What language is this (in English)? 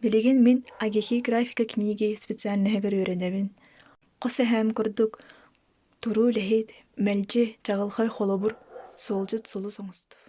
Yakut